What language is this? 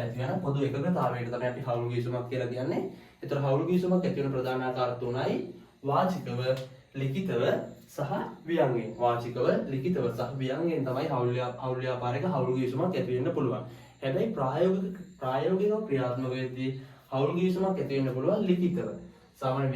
Sinhala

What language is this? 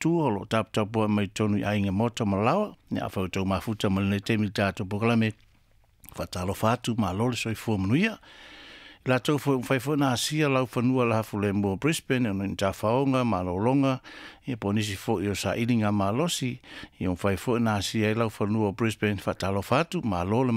Samoan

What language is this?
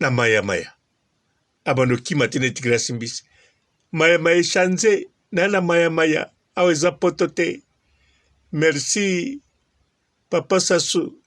Lingala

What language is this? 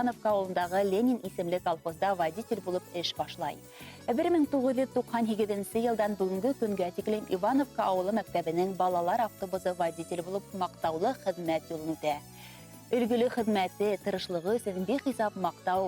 Bashkir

